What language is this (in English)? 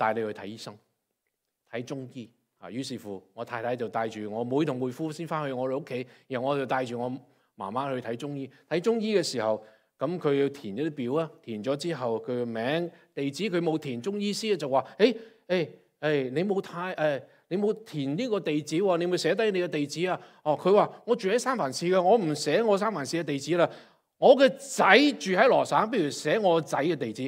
Cantonese